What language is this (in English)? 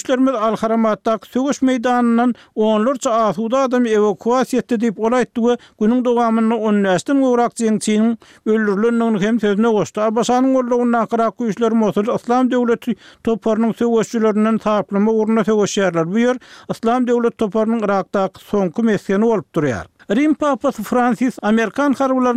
Turkmen